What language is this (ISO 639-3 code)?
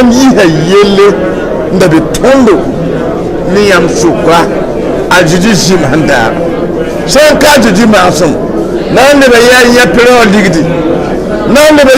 mos